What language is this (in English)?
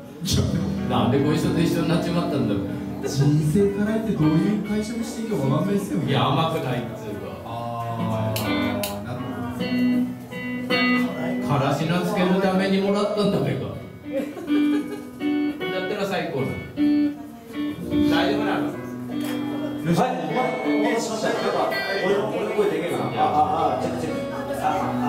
Japanese